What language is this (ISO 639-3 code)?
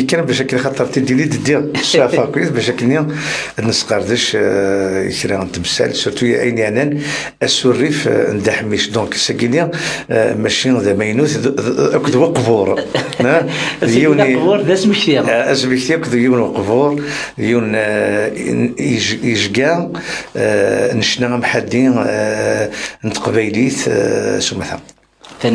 kab